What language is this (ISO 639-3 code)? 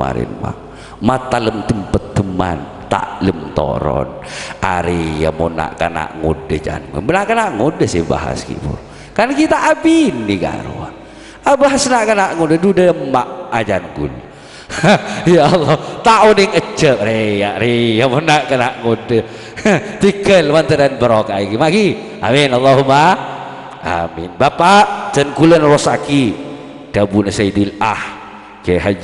mad